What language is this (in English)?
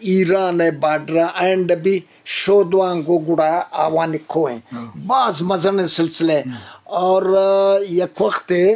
Eastern Balochi